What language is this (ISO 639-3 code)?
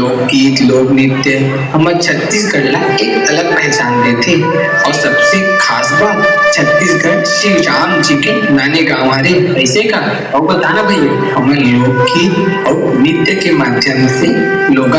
hne